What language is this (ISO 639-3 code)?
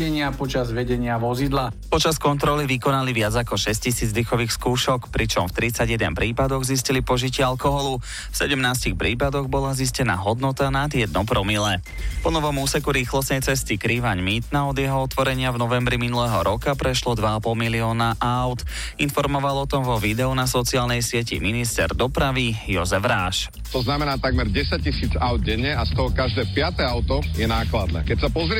slk